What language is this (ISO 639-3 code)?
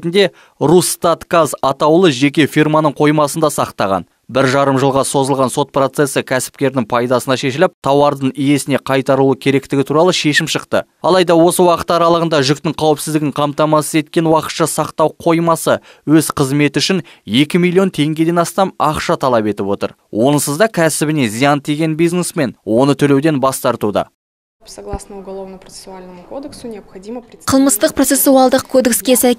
kaz